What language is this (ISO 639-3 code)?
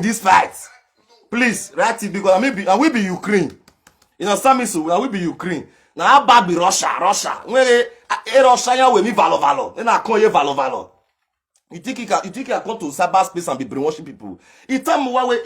pcm